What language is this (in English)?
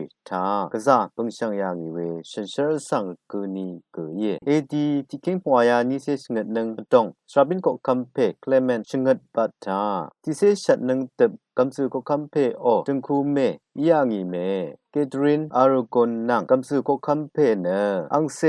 Rawang